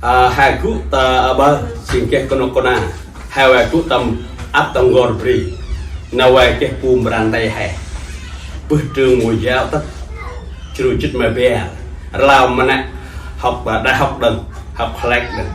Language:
Central Mnong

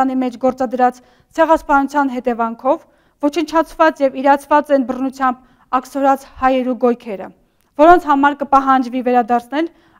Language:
Armenian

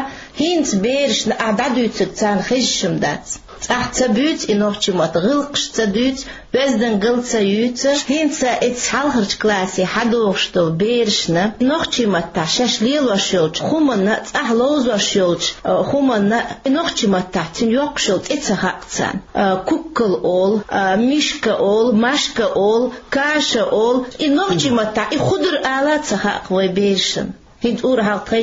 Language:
Chechen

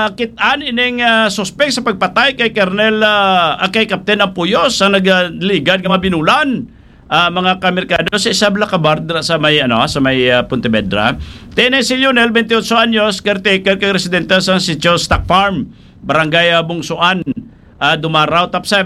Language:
Hiligaynon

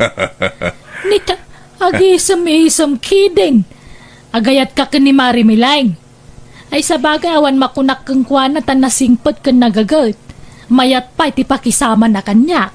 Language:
Iloko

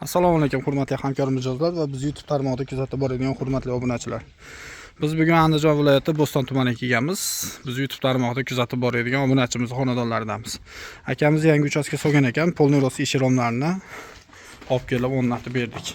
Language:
Uzbek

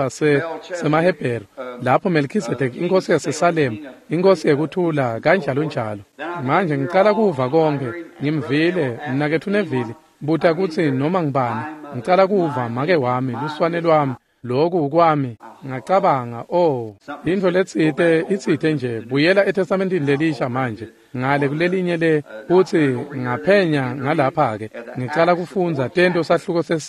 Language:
Swati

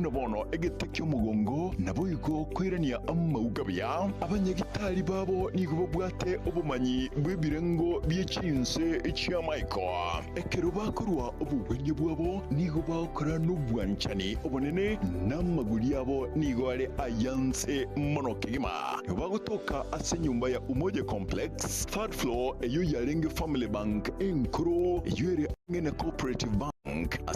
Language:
Gusii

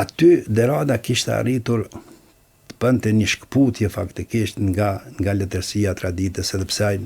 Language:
Albanian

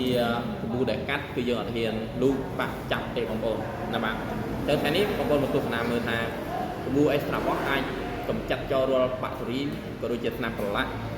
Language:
Khmer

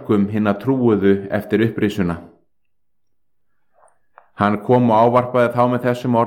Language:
Icelandic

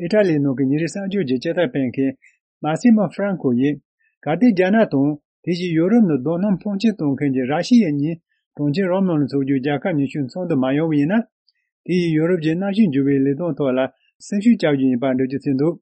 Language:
Tibetan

